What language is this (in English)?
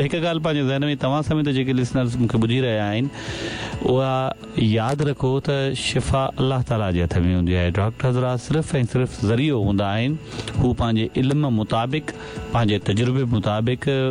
Sindhi